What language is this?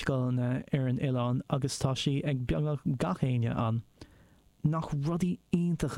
Irish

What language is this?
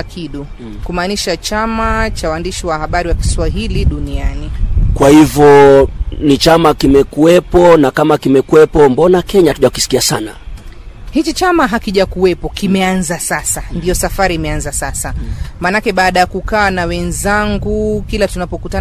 Swahili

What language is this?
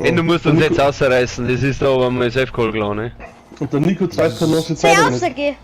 Bavarian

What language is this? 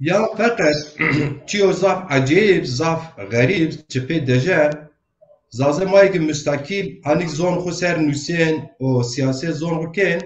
Zaza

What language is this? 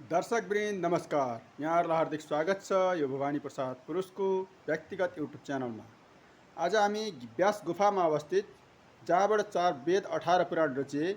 Nepali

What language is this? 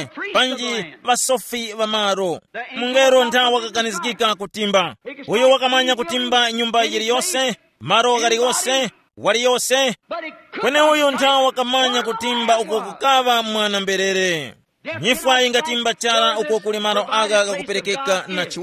Tumbuka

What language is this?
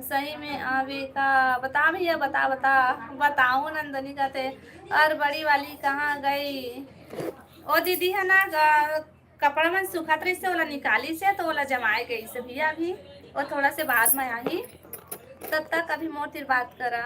Chhattisgarhi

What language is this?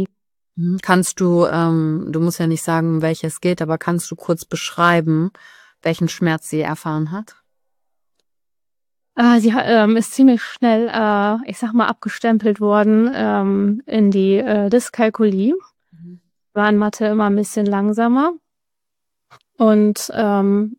German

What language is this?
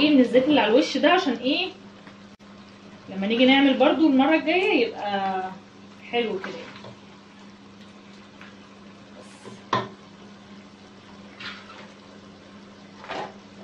Egyptian Arabic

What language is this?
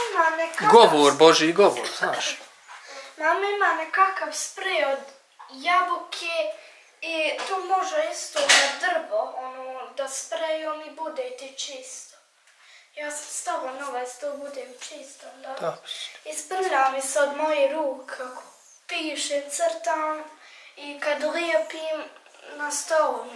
Bosnian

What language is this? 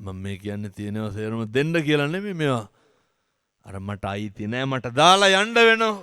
Sinhala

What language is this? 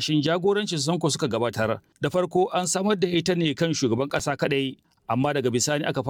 Hausa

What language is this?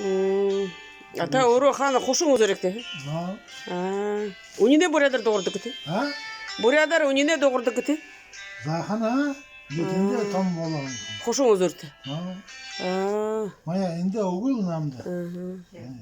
Buriat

